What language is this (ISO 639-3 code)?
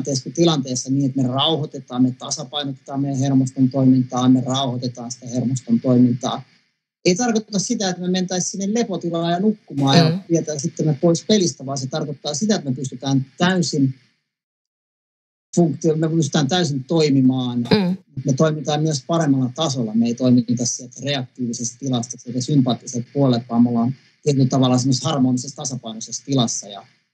fin